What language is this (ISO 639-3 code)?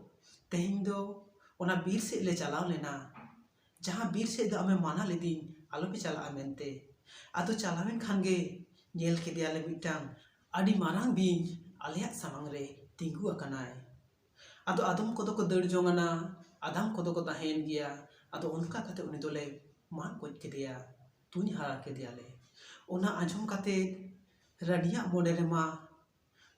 sat